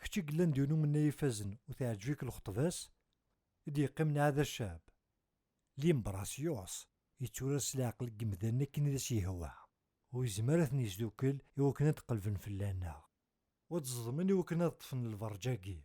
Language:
Kabyle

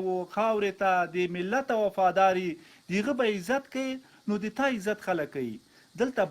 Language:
Pashto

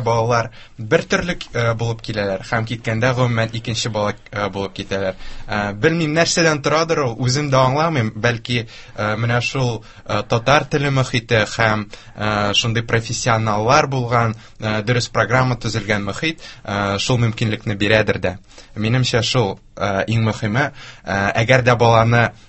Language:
Tatar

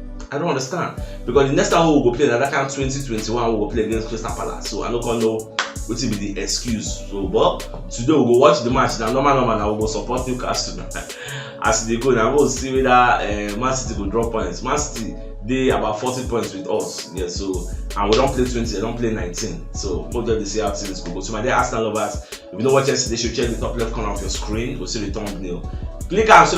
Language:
Nigerian Pidgin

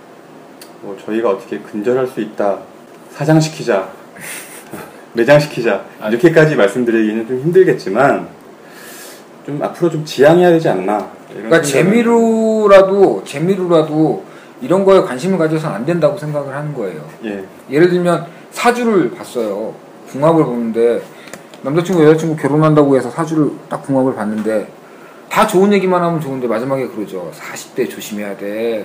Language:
Korean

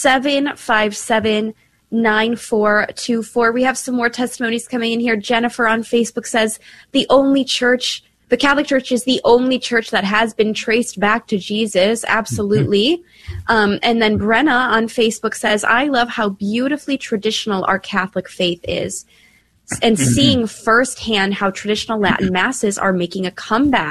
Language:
English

